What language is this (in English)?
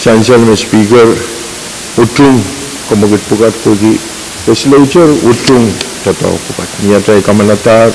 Pohnpeian